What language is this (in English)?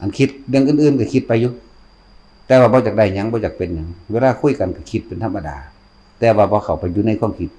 Northeastern Thai